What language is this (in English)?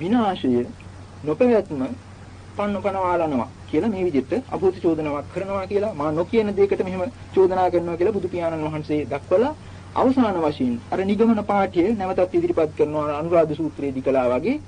Sinhala